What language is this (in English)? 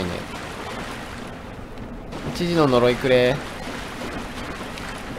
Japanese